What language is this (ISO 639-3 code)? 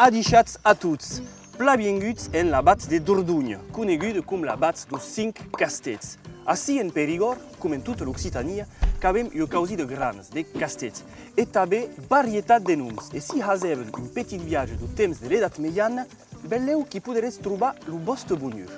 oci